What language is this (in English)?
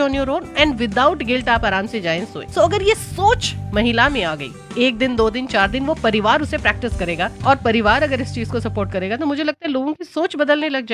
Hindi